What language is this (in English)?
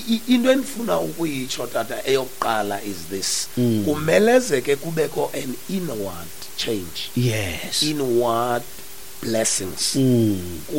Xhosa